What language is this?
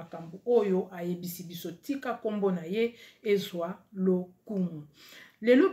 Lingala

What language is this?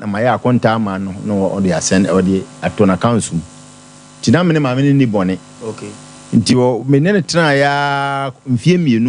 Akan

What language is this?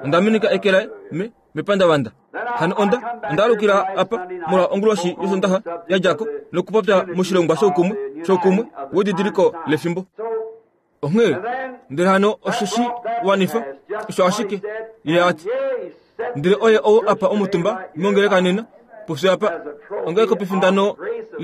Kuanyama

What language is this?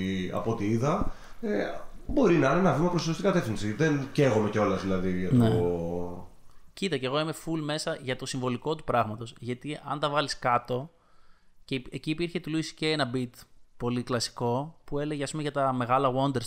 Greek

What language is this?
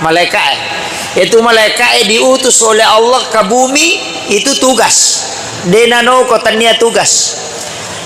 Buginese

